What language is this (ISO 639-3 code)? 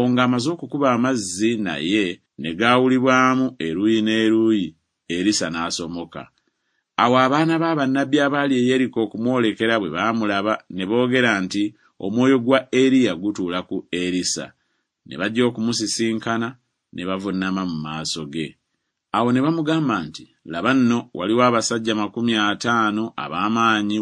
lug